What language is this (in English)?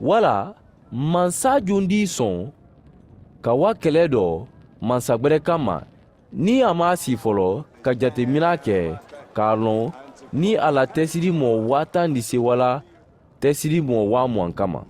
Mandingo